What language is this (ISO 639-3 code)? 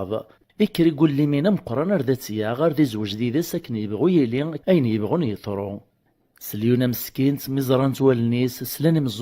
kab